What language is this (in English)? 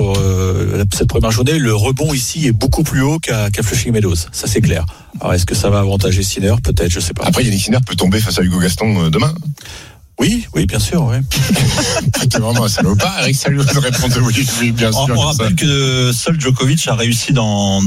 French